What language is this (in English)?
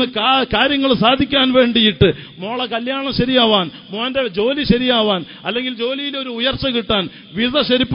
Malayalam